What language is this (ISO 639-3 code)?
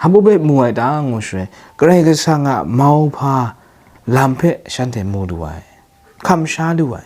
kac